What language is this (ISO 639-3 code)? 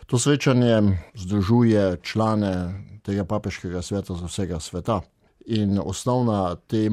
slv